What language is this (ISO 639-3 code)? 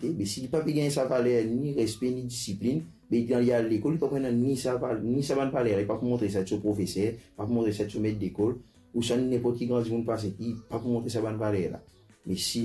mfe